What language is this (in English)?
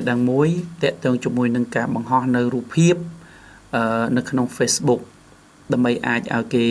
Khmer